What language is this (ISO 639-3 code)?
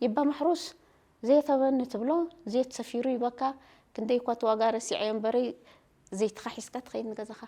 tir